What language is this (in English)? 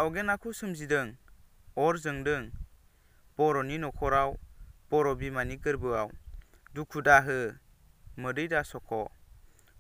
Bodo